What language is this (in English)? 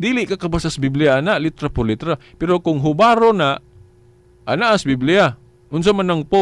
Cebuano